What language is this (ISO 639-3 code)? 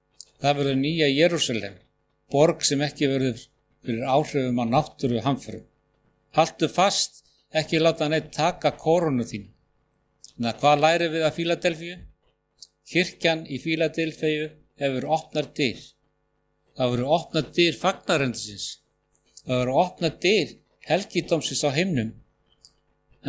isl